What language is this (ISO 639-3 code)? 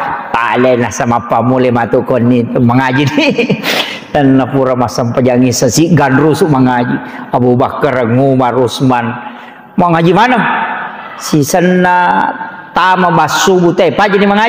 bug